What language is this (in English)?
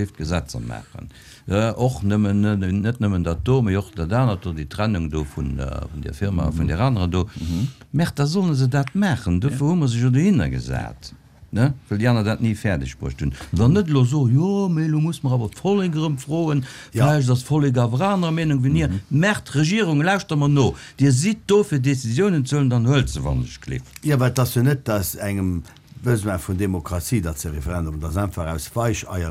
Luxembourgish